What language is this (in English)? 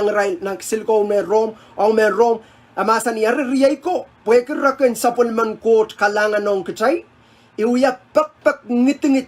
Pohnpeian